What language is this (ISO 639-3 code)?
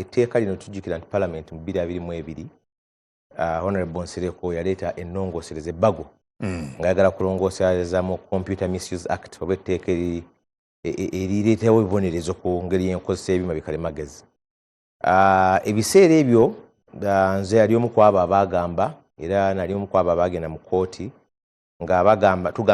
lug